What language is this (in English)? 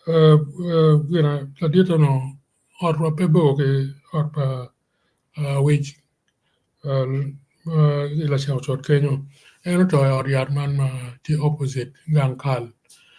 Acoli